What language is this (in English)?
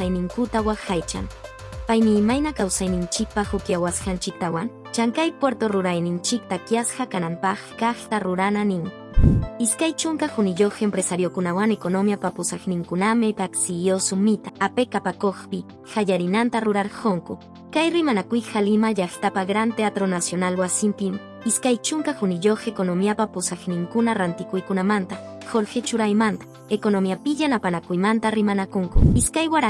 Quechua